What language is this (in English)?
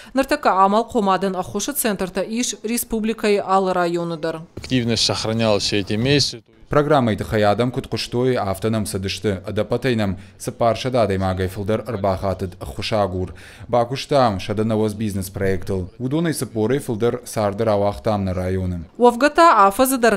Ossetic